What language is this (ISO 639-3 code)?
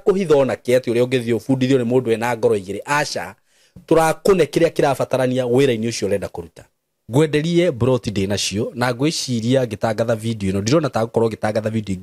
kik